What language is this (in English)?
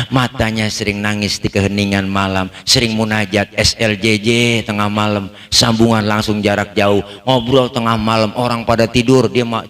Betawi